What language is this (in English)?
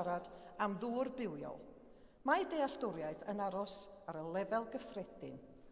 Welsh